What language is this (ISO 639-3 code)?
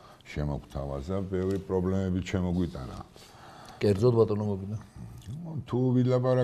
kat